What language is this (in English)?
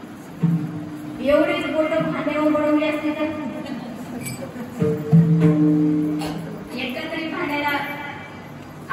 Marathi